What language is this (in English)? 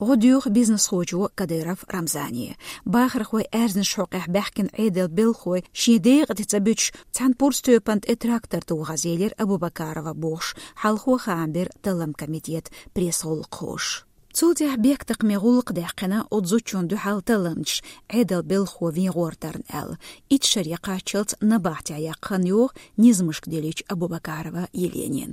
Chechen